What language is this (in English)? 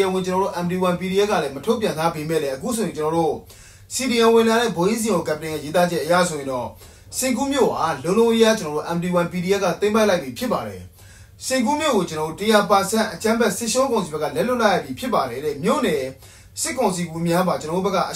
Burmese